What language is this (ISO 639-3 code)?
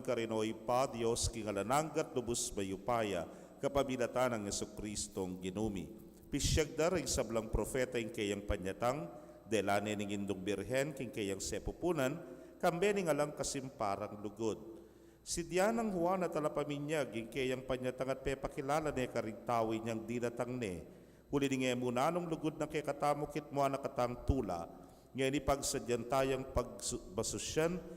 pam